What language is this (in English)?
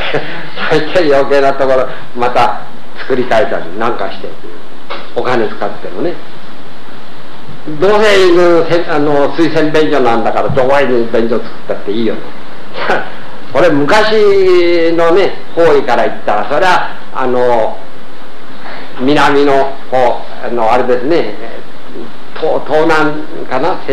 Japanese